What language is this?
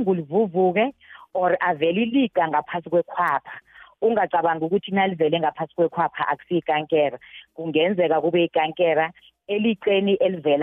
South Ndebele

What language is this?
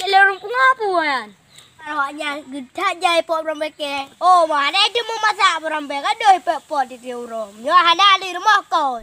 Achinese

